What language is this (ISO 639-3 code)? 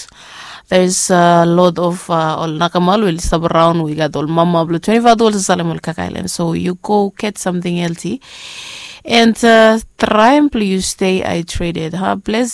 bis